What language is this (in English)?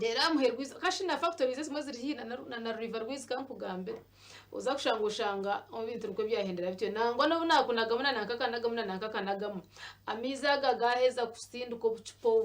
Nyankole